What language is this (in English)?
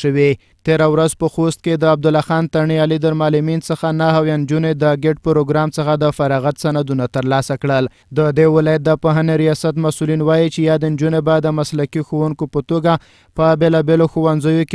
Pashto